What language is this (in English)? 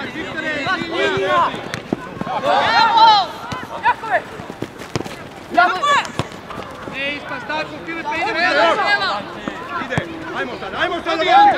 Croatian